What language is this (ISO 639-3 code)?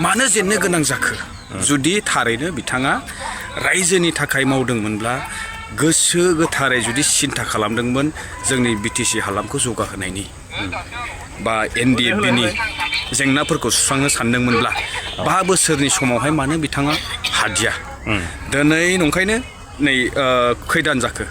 brx